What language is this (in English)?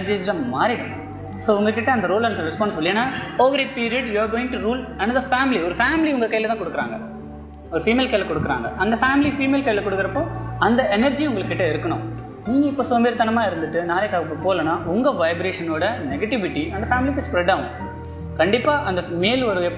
Tamil